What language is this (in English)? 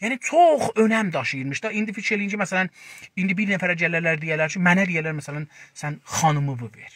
South Azerbaijani